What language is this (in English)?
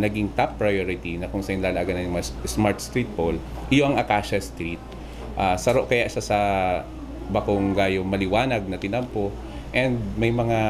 Bikol